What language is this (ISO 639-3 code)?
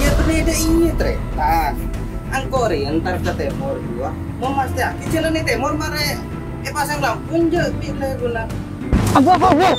mad